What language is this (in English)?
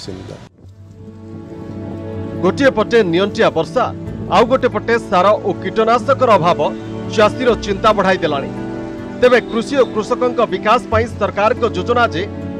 Odia